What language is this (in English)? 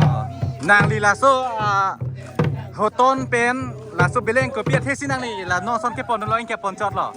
Karbi